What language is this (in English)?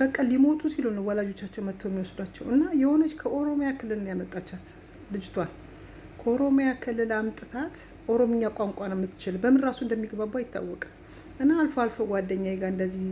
Amharic